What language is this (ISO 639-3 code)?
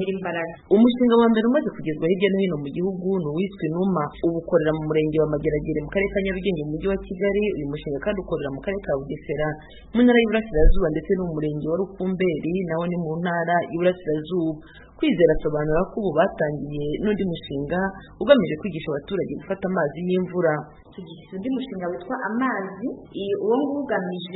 kin